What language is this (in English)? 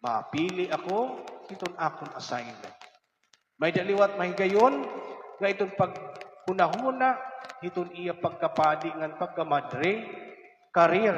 Waray